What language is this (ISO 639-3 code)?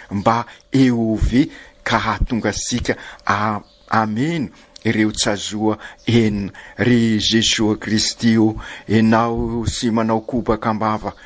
mlg